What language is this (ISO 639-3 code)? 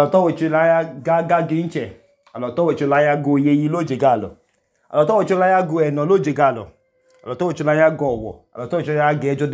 idu